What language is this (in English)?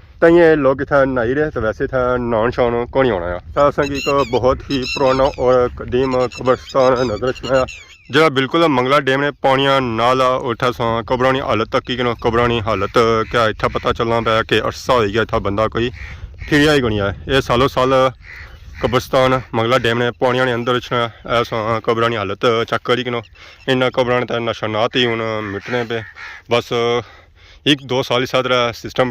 Pahari-Potwari